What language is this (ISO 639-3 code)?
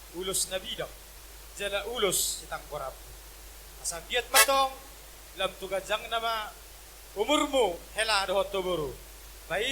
bbc